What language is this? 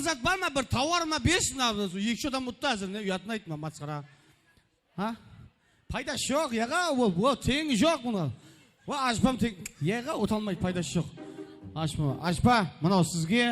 Kara-Kalpak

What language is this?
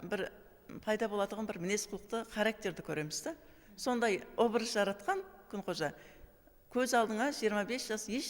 Kara-Kalpak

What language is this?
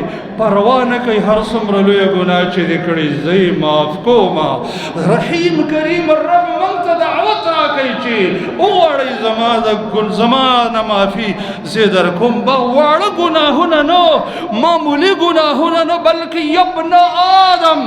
Pashto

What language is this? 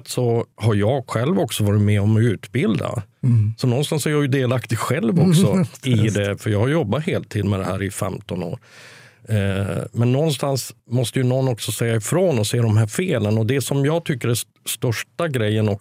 Swedish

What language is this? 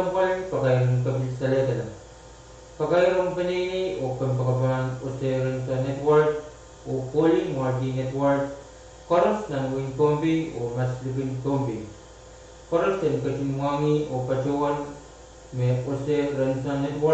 Pohnpeian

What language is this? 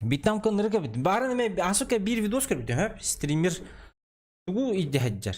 Yakut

